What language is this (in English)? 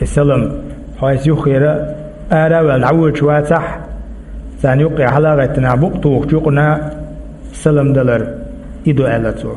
Chechen